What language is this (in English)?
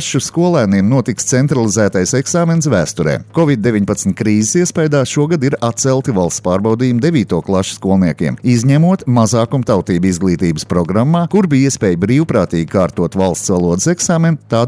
Latvian